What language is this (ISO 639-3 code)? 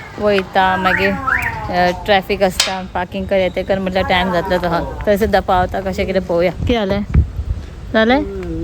kok